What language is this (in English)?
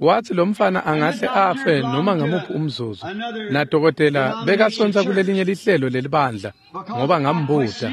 Swati